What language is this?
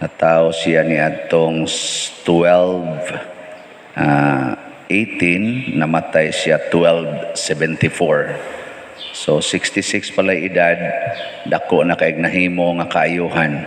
Cebuano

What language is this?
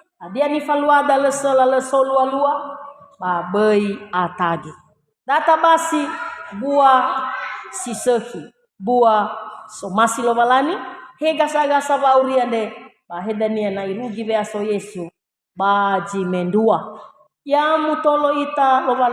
Nias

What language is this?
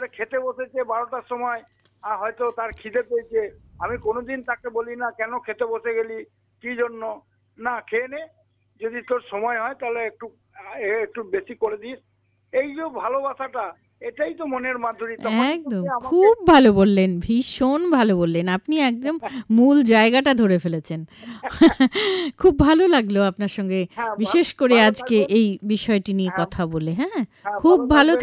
Bangla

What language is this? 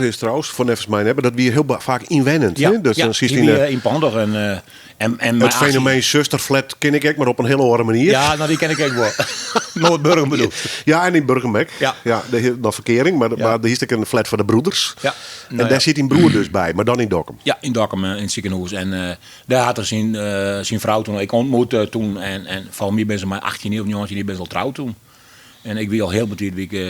Western Frisian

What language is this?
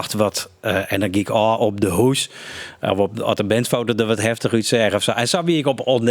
Western Frisian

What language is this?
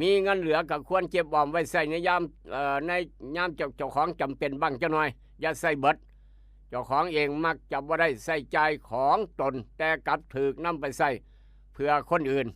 Northeastern Thai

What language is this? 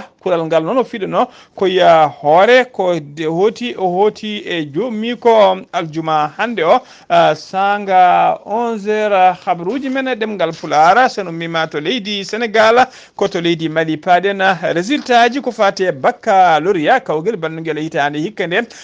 Fula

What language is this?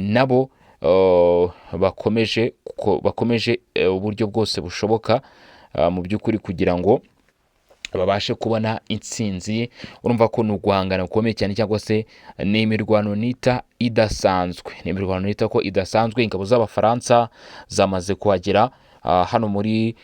Kinyarwanda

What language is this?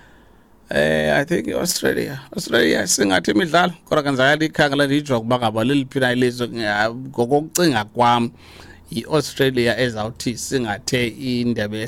Xhosa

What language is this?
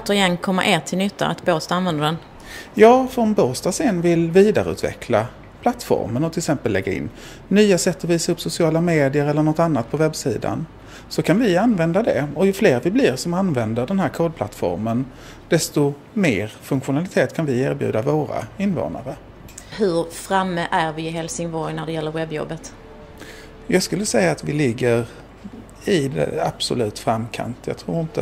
Swedish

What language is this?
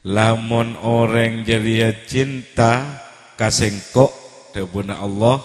Madurese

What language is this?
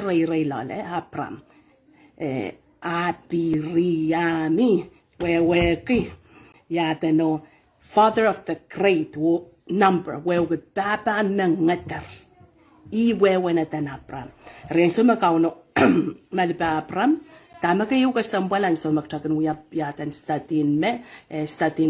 Pohnpeian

